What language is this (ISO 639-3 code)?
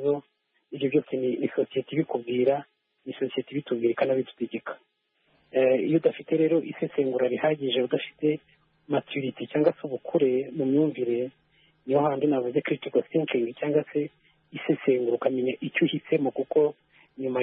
kin